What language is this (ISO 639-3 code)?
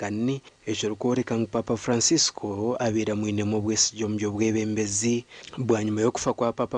nyn